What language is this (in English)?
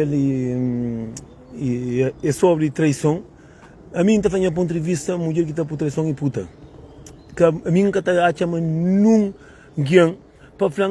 Kabuverdianu